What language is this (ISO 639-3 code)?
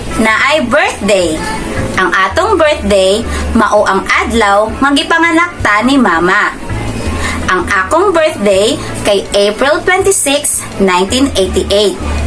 ceb